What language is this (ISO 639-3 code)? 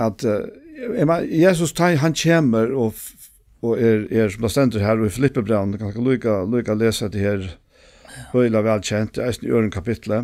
fao